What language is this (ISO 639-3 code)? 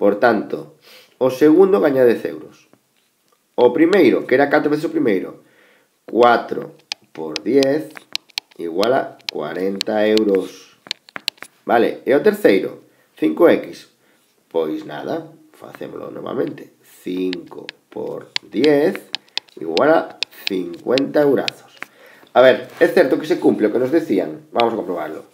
glg